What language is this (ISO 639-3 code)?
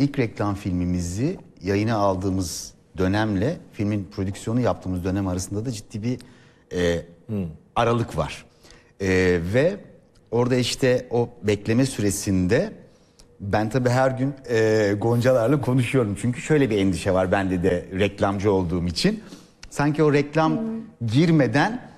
tur